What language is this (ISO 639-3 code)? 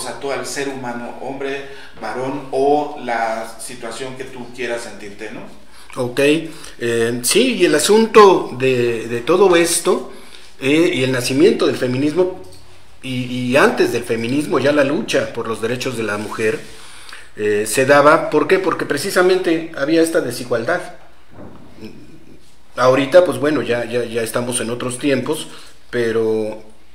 spa